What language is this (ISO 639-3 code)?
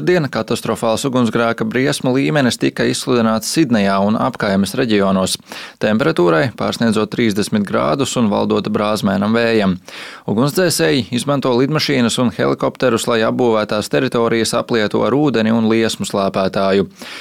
lav